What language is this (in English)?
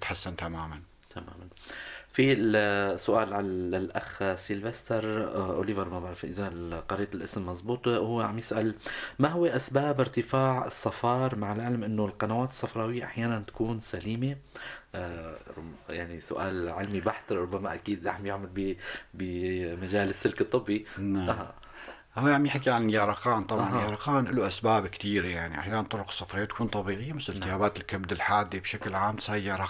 North Levantine Arabic